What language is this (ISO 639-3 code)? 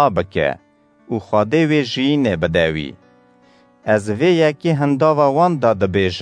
kur